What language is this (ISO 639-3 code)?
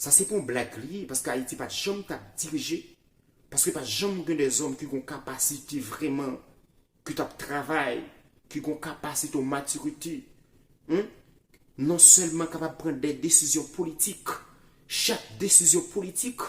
hat